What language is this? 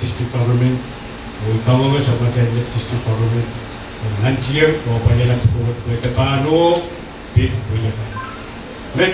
Pohnpeian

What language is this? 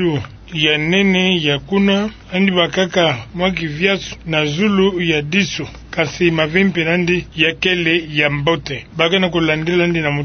Kituba (Democratic Republic of Congo)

